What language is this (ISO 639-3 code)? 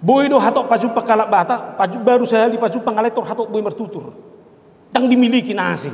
bbc